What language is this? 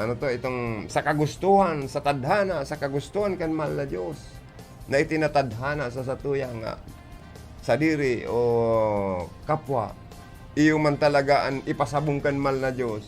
Bikol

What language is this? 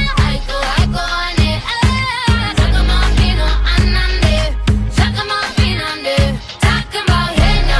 Papiamento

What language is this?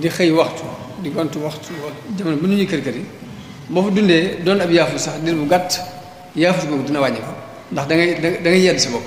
Wolof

